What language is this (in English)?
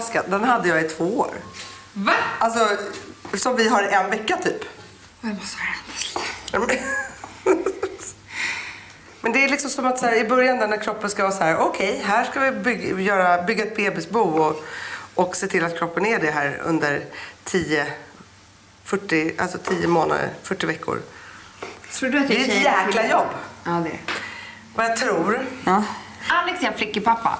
Swedish